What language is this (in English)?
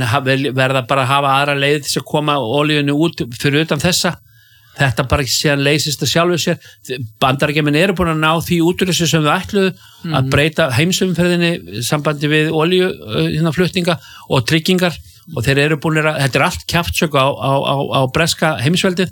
Icelandic